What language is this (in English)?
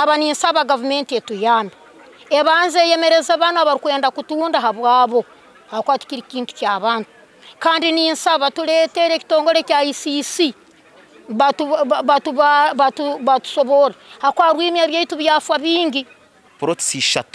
Nyankole